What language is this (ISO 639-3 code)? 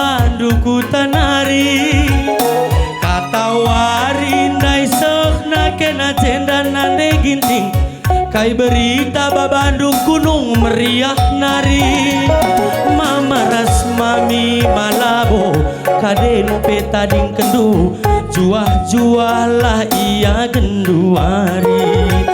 btx